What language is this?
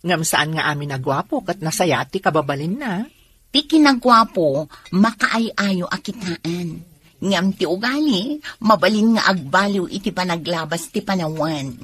Iloko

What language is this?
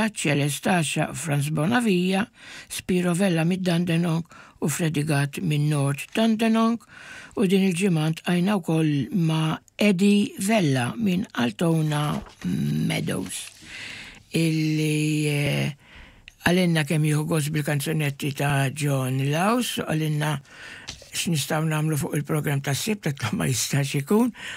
Maltese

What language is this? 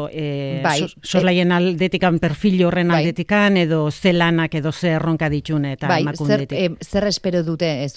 Basque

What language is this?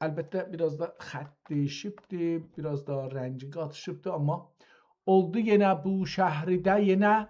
South Azerbaijani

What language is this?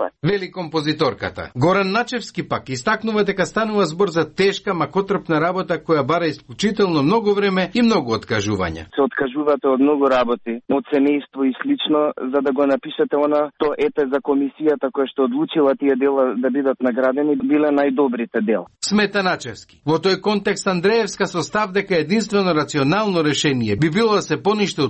Macedonian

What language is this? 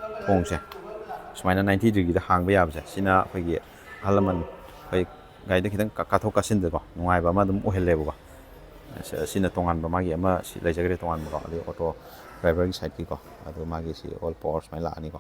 Manipuri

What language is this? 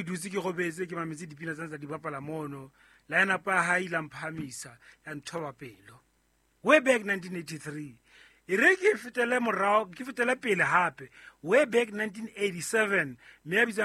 Southern Sotho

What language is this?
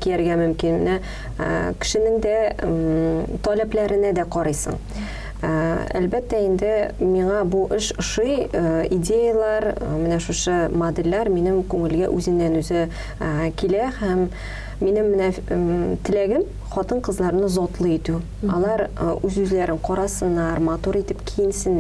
Tatar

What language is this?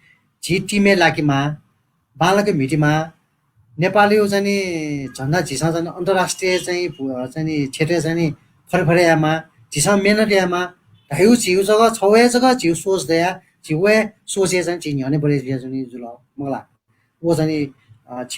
Newari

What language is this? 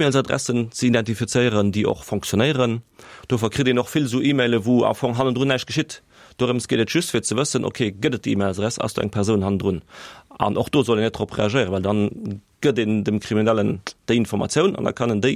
Luxembourgish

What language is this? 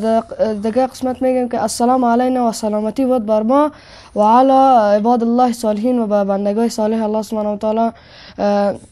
Persian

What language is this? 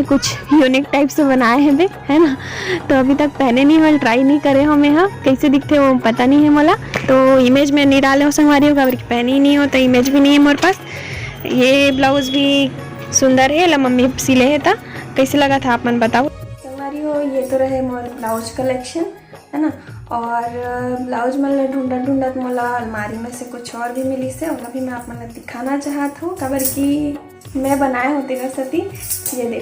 Chhattisgarhi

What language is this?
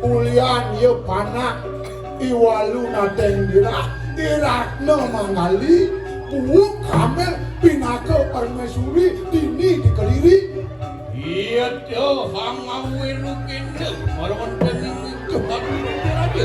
Balinese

